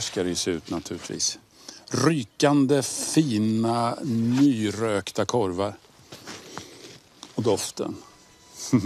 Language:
Swedish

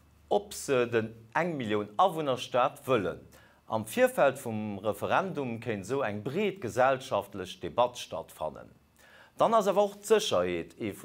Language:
Luxembourgish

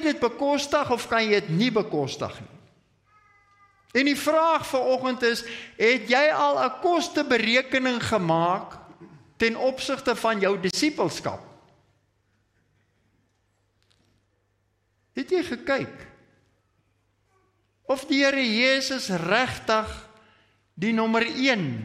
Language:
Afrikaans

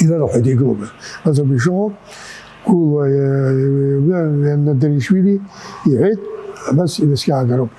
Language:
Abkhazian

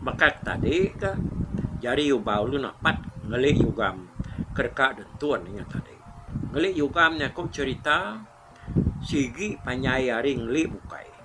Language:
Iban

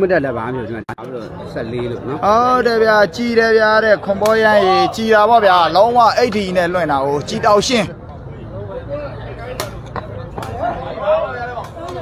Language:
Burmese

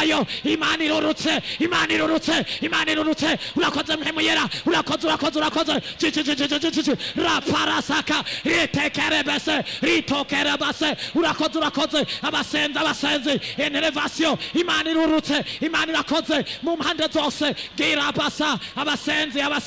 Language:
Rundi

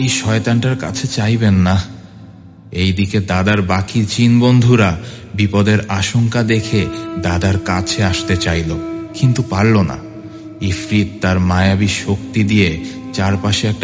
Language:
Bangla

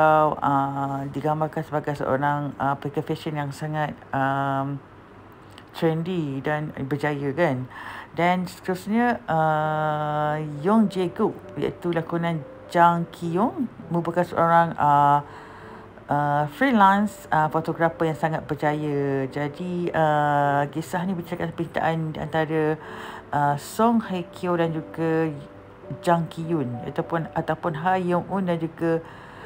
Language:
Malay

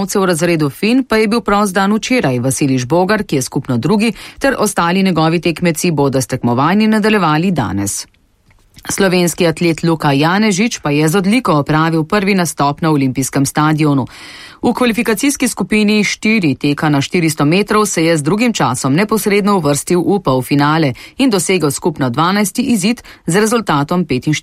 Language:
Slovenian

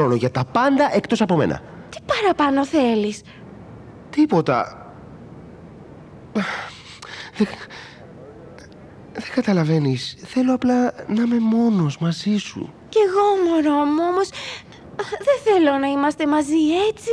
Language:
Greek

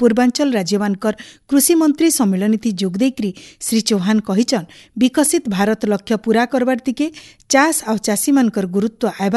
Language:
Odia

